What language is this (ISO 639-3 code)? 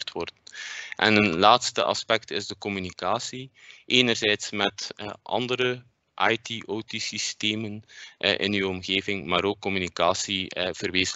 nld